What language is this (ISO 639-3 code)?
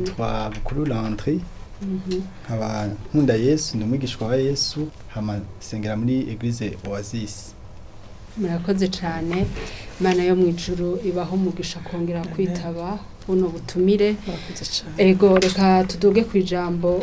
run